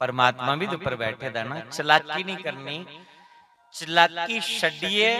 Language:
Dogri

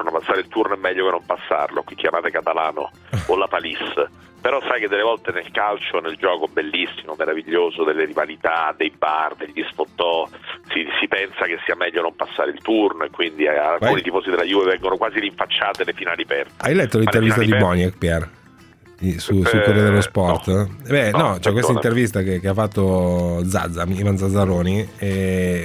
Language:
Italian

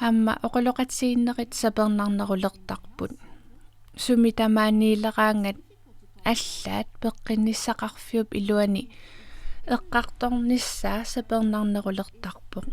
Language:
Kalaallisut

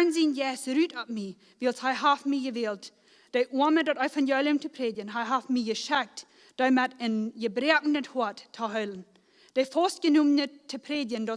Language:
Plautdietsch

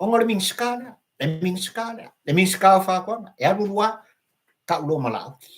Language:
Samoan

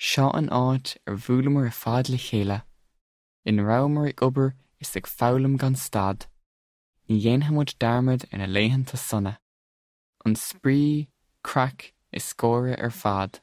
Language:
Irish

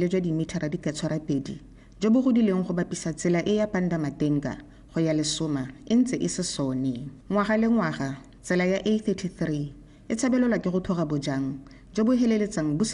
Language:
Tswana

